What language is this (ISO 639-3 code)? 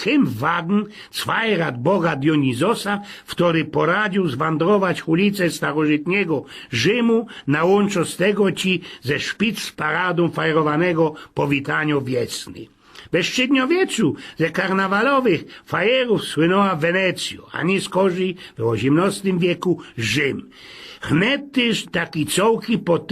szl